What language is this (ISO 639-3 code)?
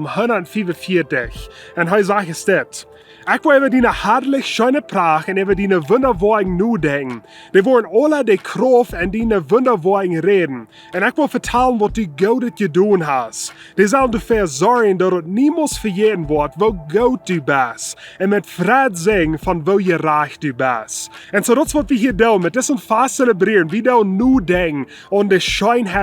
pdt